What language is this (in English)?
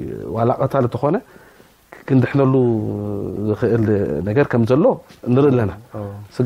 Tigrinya